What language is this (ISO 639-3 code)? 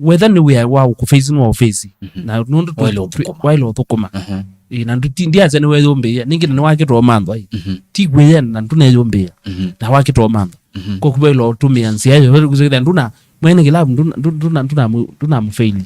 kam